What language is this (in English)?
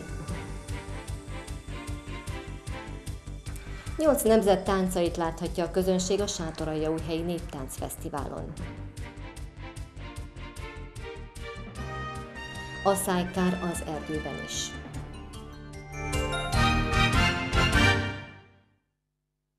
Hungarian